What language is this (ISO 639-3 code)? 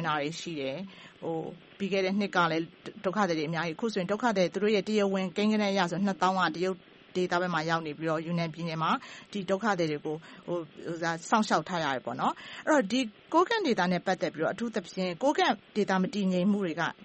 mya